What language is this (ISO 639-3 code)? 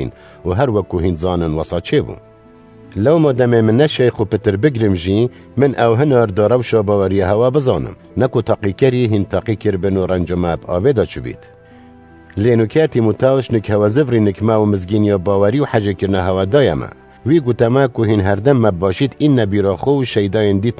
kur